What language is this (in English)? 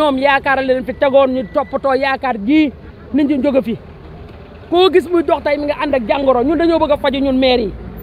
Wolof